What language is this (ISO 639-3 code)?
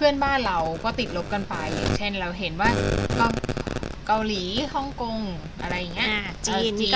tha